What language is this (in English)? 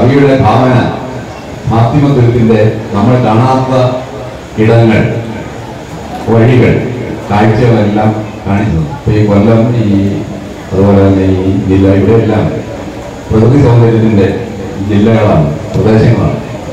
Malayalam